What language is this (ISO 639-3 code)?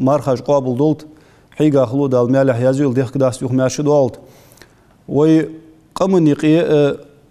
inh